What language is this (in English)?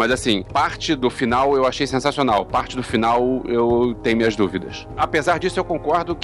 Portuguese